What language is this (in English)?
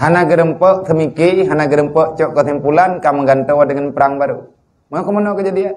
Achinese